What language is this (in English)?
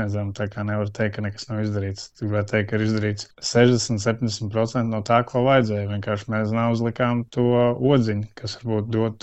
Latvian